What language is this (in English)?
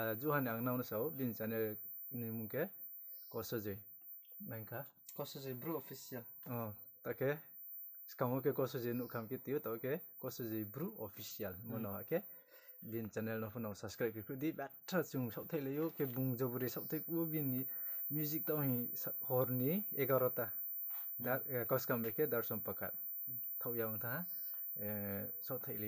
Riang (India)